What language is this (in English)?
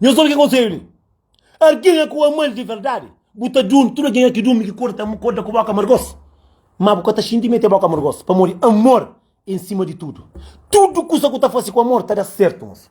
Kabuverdianu